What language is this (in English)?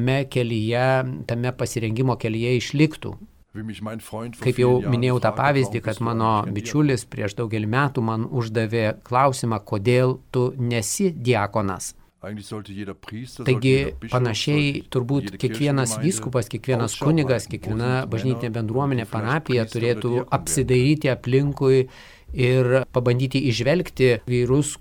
Lithuanian